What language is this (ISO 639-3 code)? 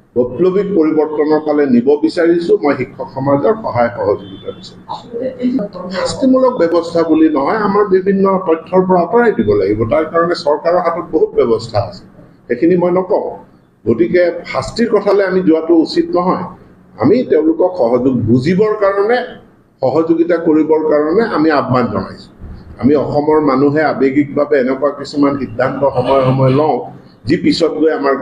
asm